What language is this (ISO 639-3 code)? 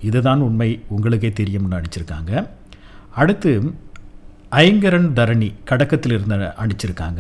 tam